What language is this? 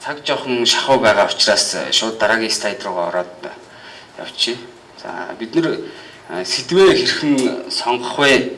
Mongolian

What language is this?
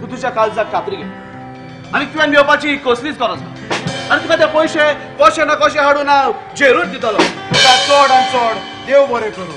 Konkani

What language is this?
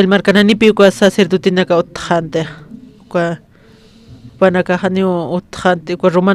Aymara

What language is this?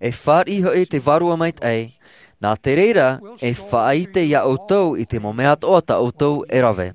Tahitian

